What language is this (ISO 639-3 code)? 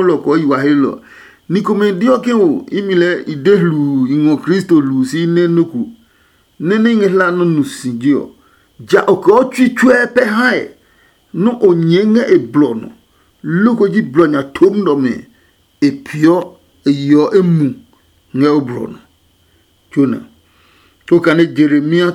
ada